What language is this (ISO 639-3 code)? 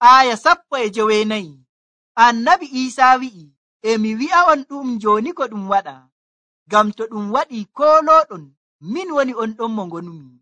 fuv